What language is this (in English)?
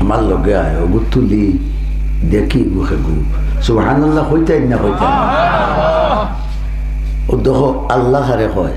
Sylheti